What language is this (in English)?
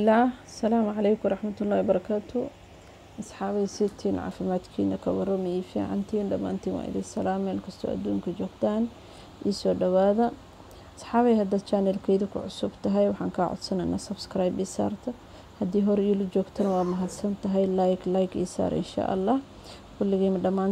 Somali